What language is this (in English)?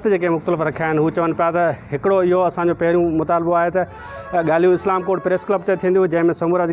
Sindhi